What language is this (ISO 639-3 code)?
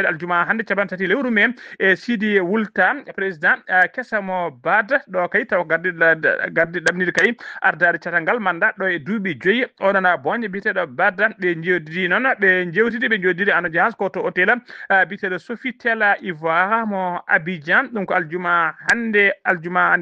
ful